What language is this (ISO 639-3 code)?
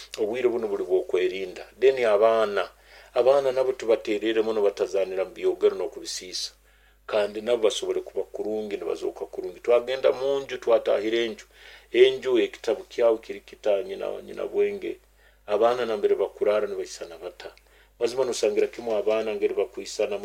nyo